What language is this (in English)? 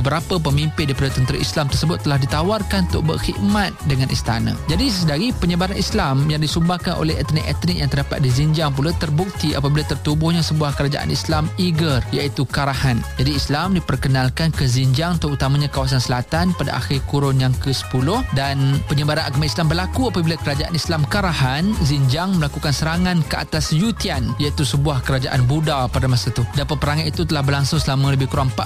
Malay